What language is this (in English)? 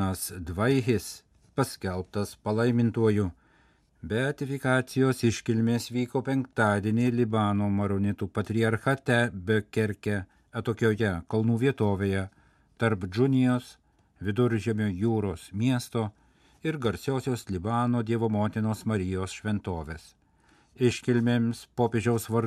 Lithuanian